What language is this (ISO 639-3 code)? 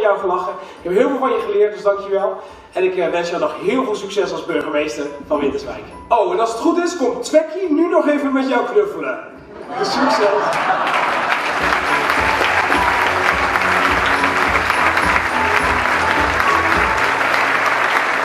nld